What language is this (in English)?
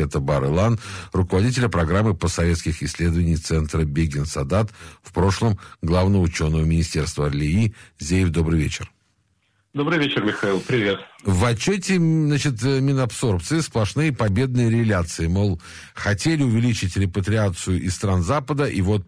Russian